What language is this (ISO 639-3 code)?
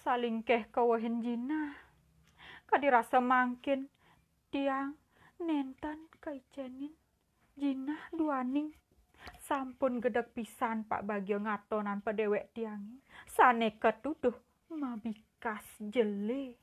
ban